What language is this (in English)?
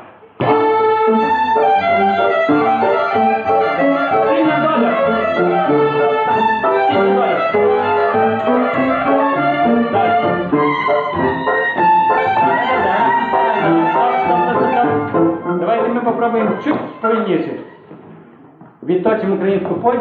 Ukrainian